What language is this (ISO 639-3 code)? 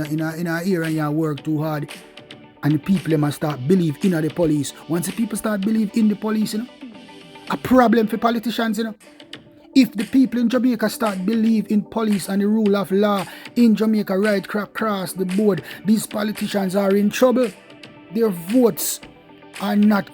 jam